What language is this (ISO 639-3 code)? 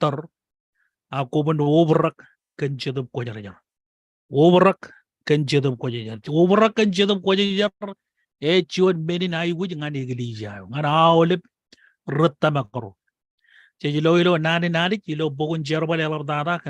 mah